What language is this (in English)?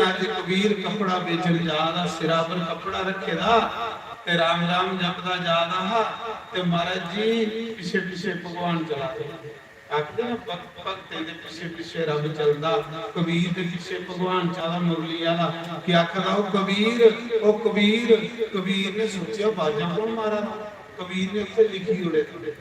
Dogri